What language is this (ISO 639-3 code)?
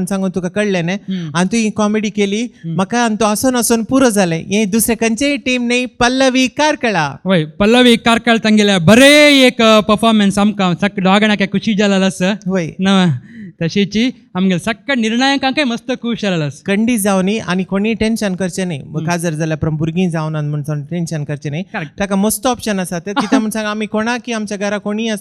kok